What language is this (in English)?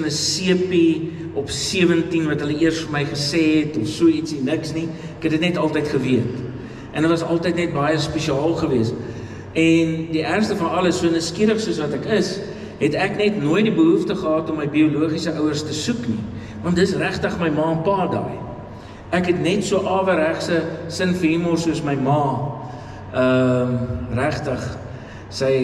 Afrikaans